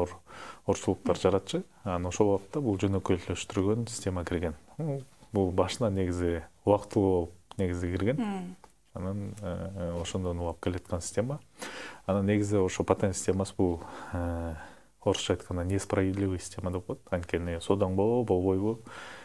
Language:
Kyrgyz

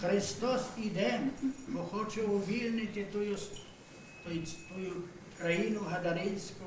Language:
Rusyn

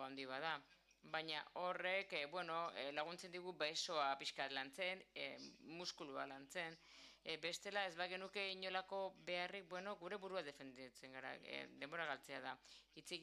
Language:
Basque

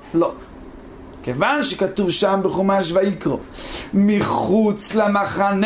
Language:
Hebrew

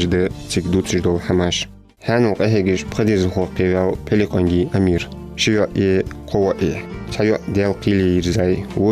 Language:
Ingush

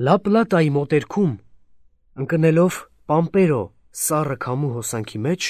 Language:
Armenian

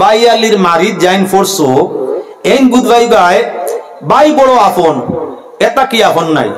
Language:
Sylheti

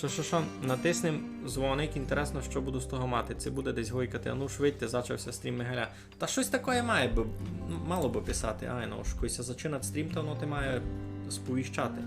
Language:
Rusyn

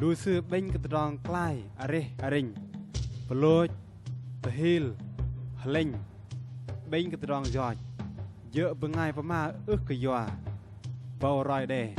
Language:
Bahnar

